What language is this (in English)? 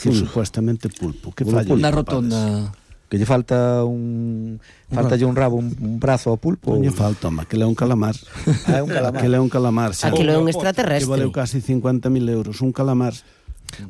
Galician